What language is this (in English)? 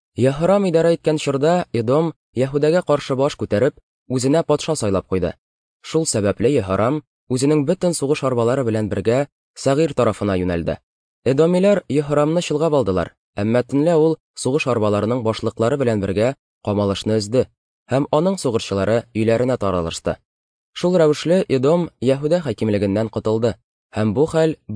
Tatar